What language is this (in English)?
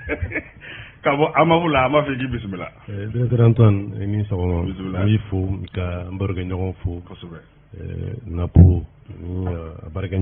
Bambara